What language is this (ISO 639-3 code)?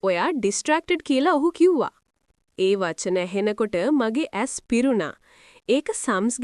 sin